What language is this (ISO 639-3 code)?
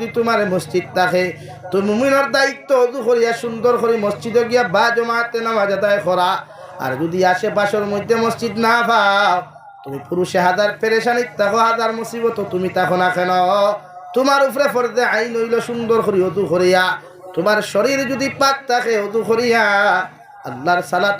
syl